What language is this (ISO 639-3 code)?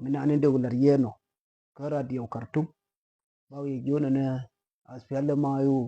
nus